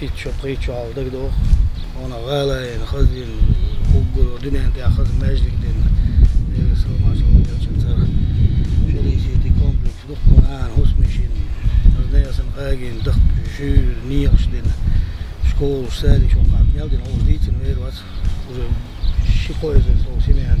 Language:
Chechen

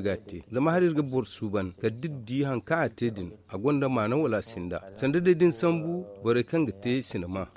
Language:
Zarma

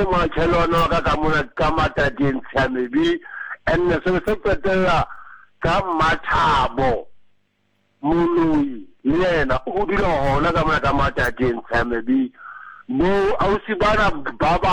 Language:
Southern Sotho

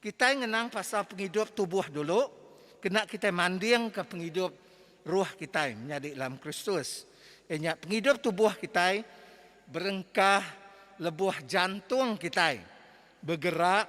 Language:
Iban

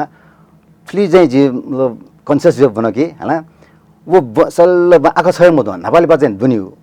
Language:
Newari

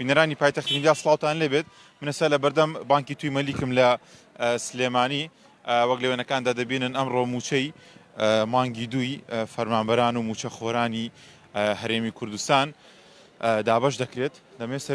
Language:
Central Kurdish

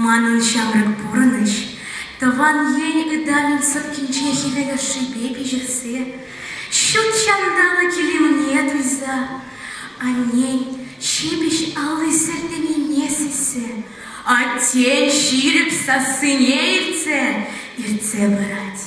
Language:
Chuvash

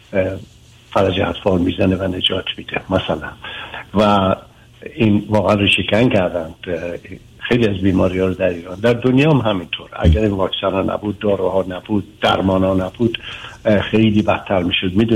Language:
Persian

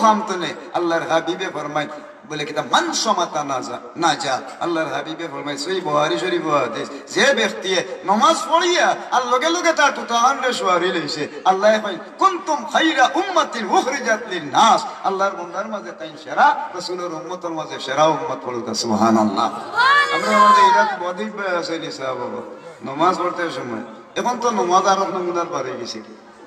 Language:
Sylheti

